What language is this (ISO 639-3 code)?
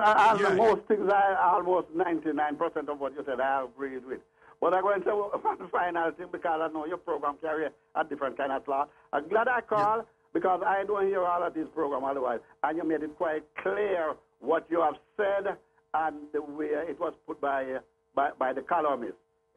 jam